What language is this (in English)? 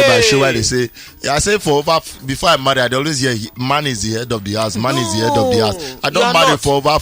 Nigerian Pidgin